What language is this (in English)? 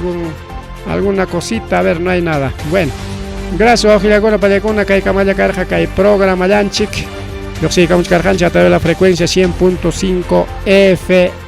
Ayacucho Quechua